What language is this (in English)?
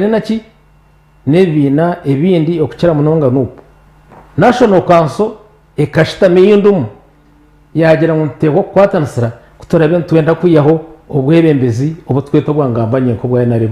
Nyankole